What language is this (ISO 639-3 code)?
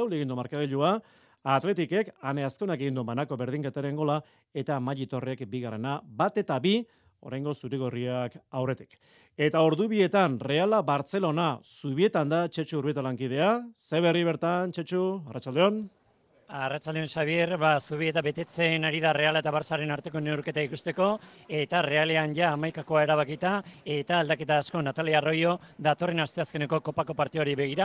eus